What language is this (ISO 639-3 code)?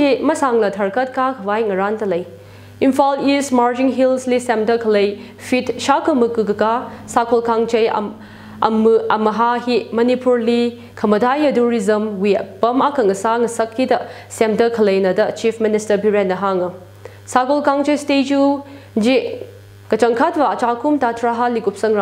nmf